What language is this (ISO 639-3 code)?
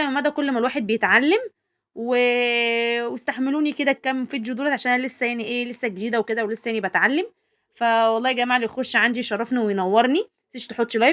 arz